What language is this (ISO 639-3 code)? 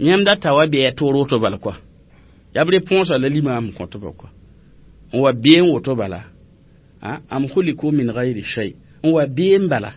mos